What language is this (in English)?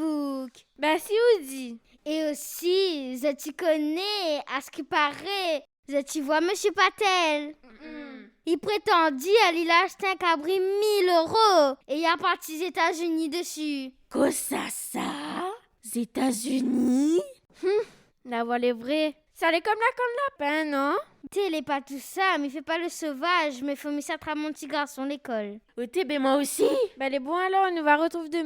Réunion Creole French